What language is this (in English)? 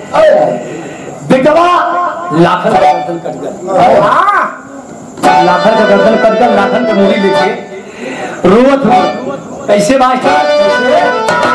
Bhojpuri